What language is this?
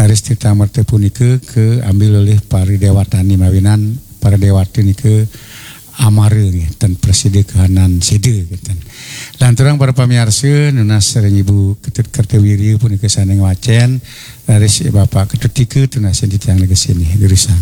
Balinese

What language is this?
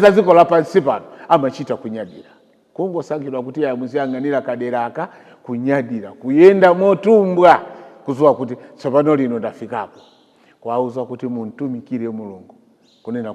Nyanja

